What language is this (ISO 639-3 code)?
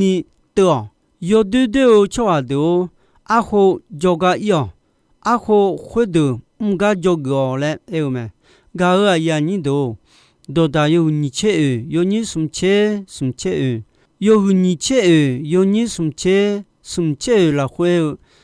ahk